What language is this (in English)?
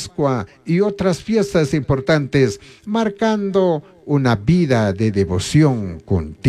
Chimborazo Highland Quichua